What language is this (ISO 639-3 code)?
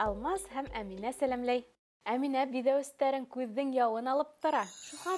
bak